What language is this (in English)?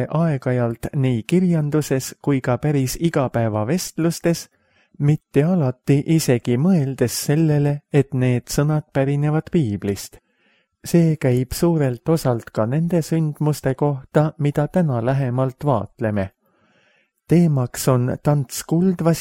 Estonian